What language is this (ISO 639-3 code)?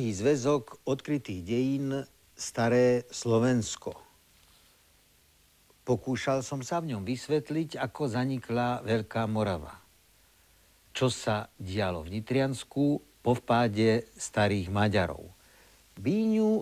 slk